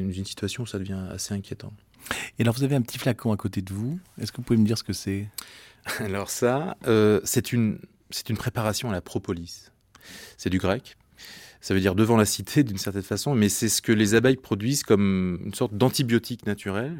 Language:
French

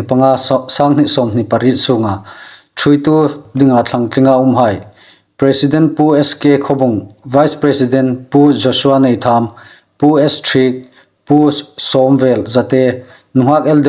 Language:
Hmar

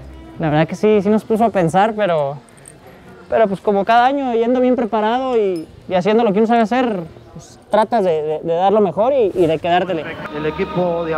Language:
Spanish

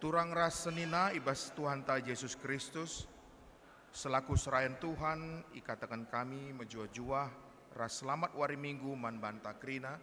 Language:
Batak Karo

